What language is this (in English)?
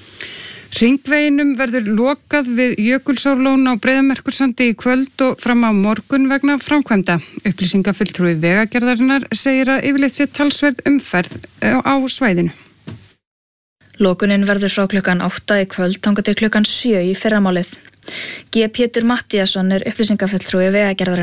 Icelandic